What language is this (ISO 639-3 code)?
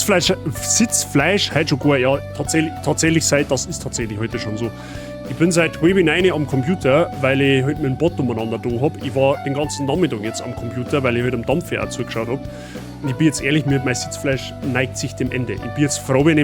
bar